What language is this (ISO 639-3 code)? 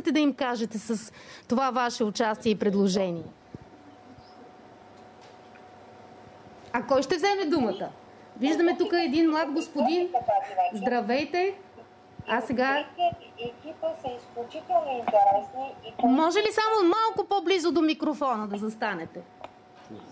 bul